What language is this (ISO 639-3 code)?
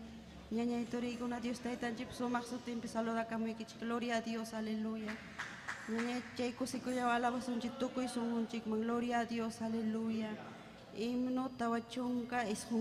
quy